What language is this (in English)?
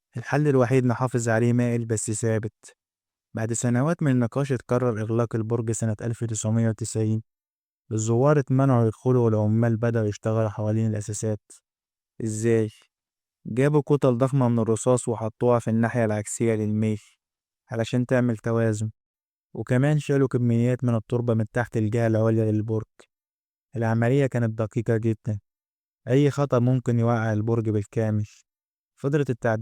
Egyptian Arabic